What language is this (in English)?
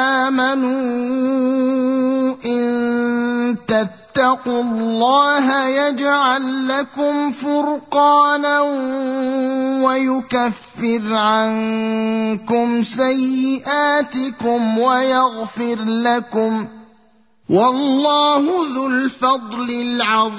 Arabic